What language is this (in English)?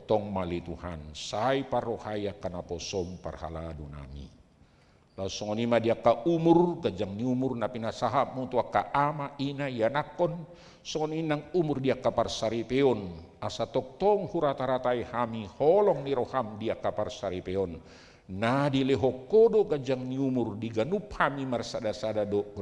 Batak Toba